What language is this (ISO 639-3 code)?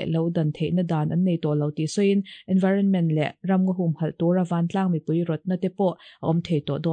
lus